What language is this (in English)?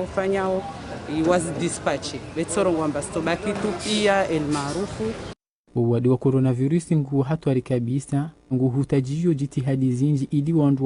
Ngazidja Comorian